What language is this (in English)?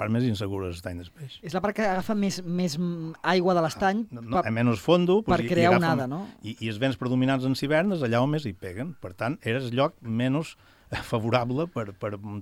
Catalan